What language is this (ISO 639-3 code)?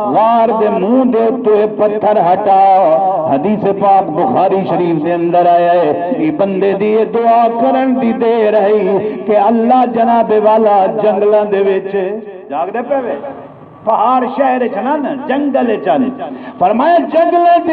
skr